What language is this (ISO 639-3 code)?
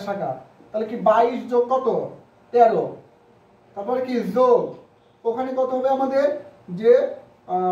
ben